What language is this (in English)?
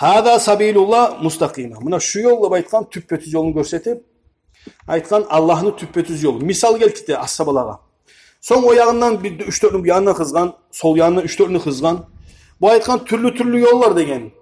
Kumyk